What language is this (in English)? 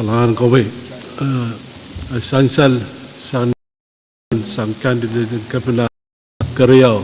Pohnpeian